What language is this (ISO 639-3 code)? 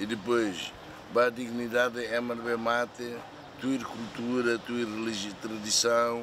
tet